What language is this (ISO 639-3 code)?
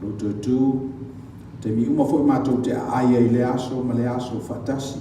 smo